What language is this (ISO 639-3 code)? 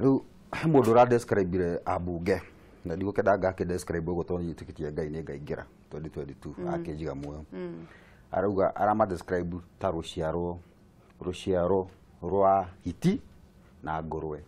kik